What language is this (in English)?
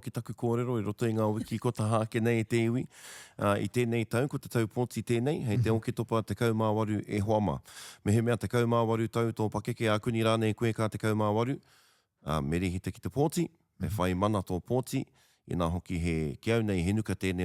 Māori